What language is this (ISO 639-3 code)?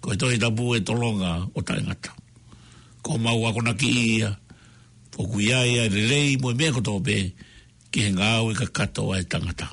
ton